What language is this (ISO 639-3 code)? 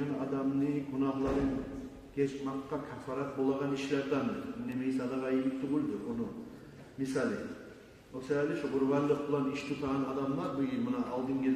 kum